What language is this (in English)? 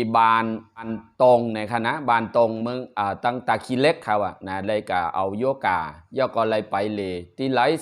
Shan